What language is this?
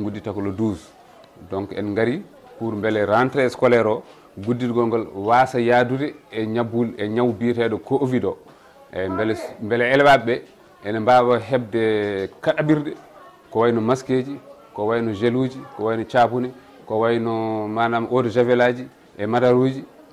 Fula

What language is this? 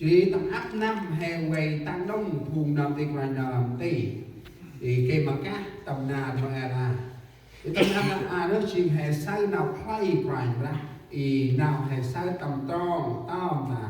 Central Mnong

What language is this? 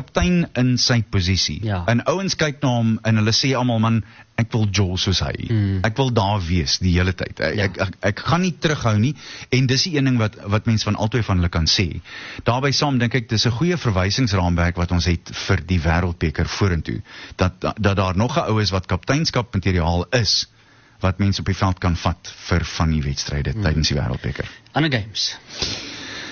Afrikaans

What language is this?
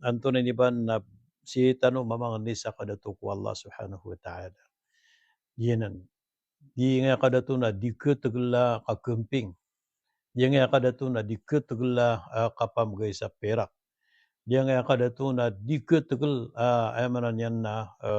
Maranao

